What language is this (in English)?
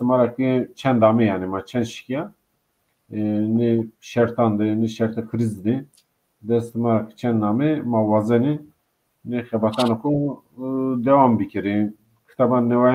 Zaza